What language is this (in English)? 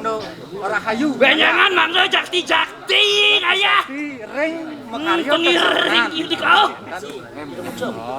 Balinese